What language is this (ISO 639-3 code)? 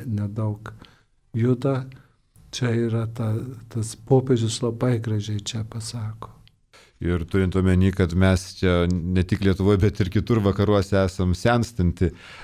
lit